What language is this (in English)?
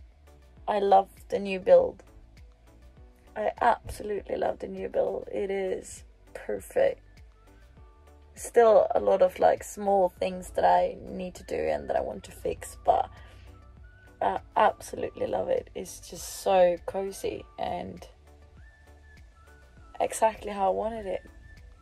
English